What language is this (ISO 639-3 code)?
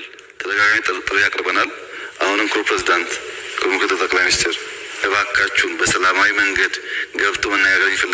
amh